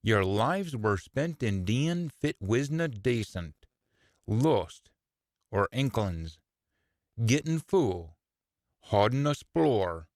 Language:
Scots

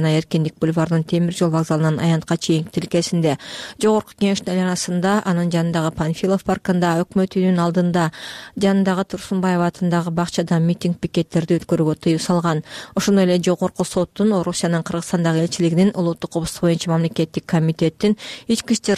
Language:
Kyrgyz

